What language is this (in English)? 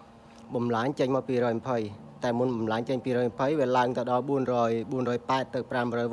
Khmer